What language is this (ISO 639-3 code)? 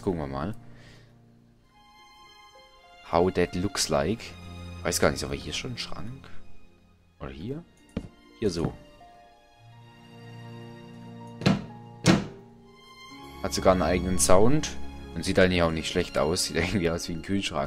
deu